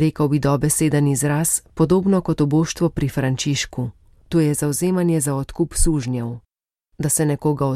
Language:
Slovenian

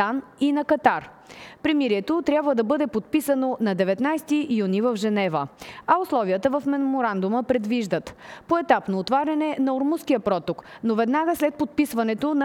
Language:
Bulgarian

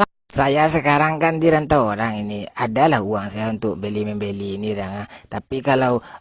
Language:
Minangkabau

